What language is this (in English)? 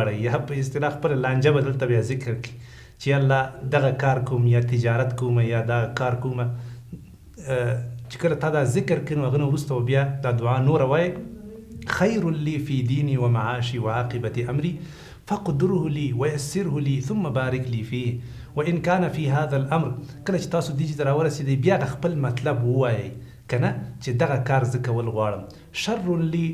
Pashto